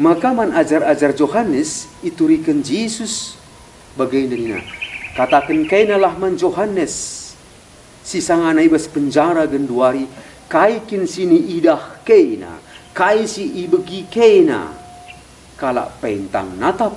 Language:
Batak Karo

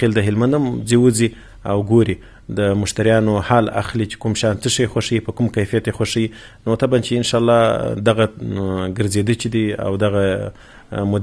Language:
Pashto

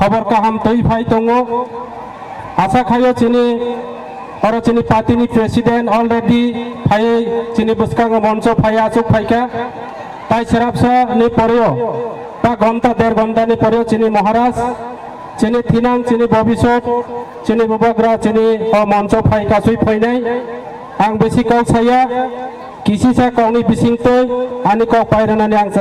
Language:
Kok Borok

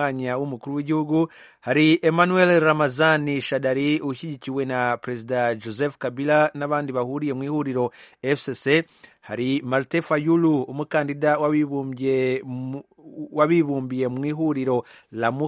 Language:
Kinyarwanda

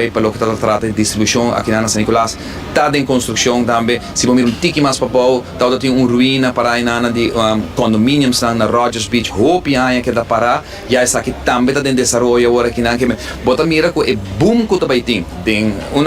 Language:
Papiamento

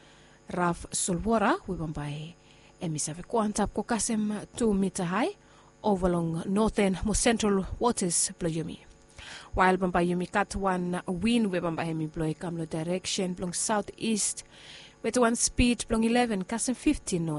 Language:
Bislama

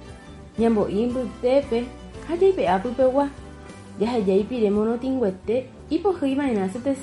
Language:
Guarani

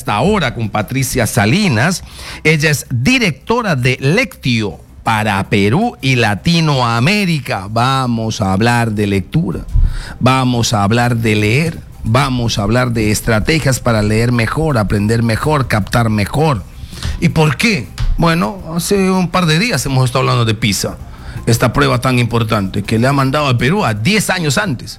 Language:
Spanish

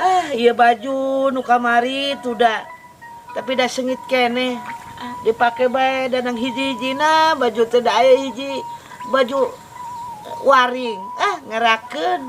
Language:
Sundanese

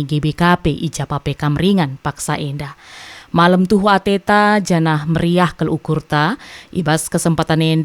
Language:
Batak Karo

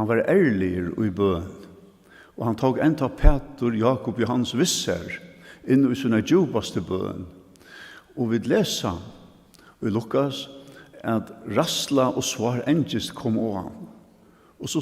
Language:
Faroese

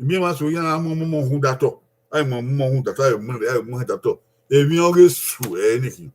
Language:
Bini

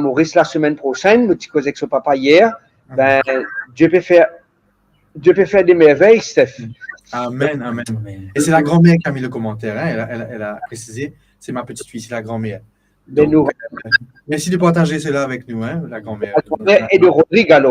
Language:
Morisyen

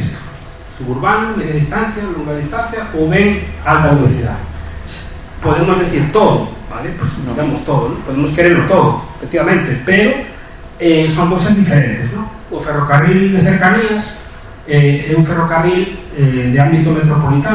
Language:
Galician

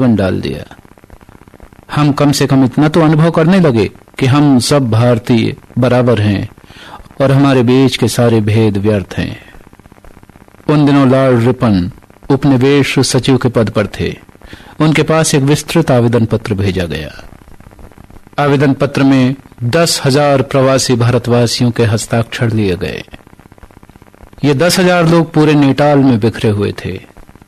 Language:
Hindi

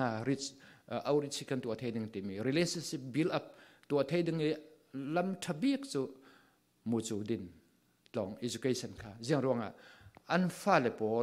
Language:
Falam Chin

